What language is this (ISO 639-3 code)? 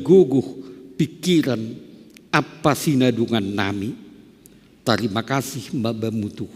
bts